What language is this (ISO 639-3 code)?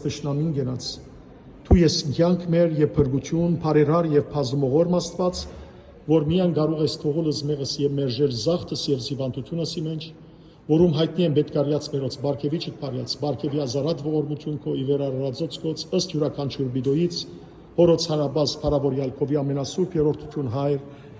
hyw